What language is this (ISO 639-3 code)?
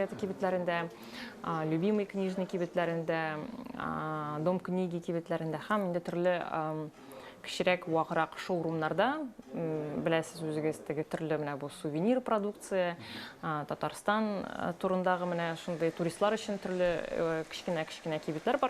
tat